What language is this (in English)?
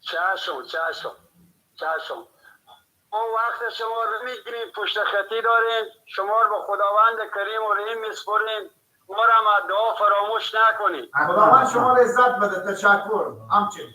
Persian